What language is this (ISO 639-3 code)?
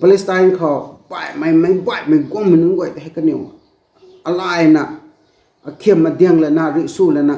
nbu